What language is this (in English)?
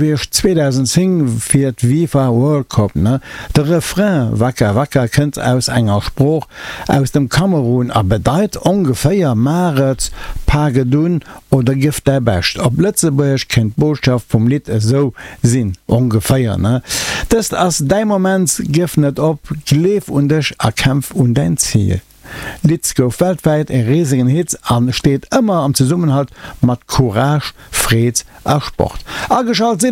Luxembourgish